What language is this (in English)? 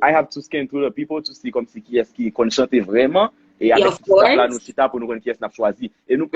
Haitian Creole